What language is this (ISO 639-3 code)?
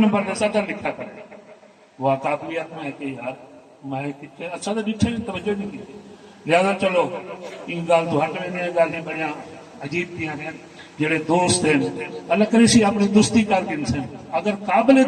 skr